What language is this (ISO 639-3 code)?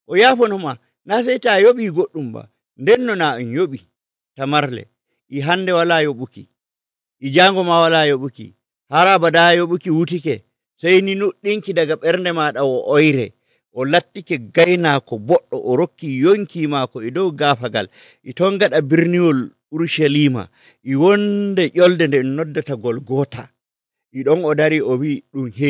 fuv